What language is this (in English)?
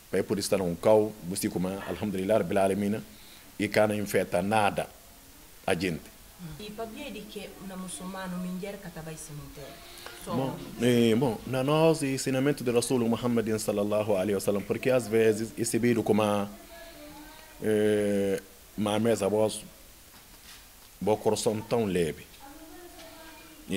Portuguese